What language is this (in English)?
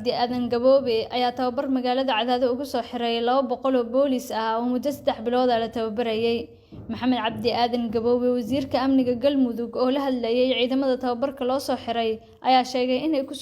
Somali